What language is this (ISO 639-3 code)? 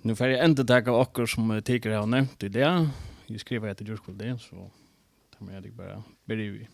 fao